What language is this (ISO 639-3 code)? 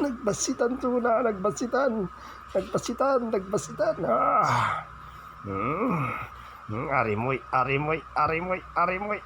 ilo